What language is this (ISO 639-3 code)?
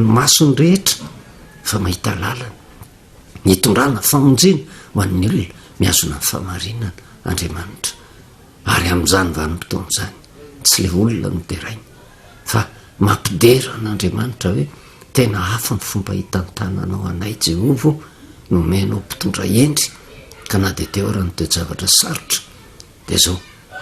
mlg